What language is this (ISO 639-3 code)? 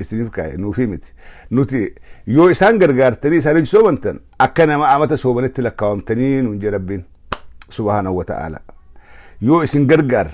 orm